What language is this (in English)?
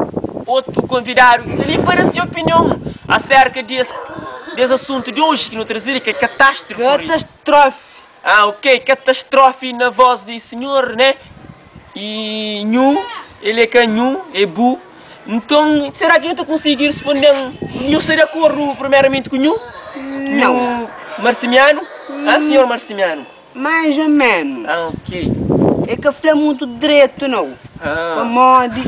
Kabuverdianu